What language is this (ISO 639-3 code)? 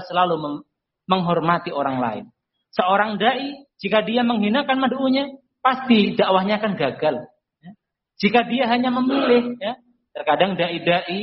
ind